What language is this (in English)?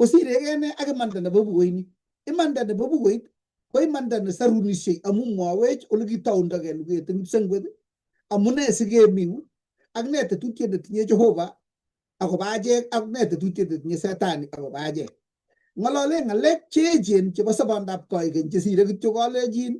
Kalenjin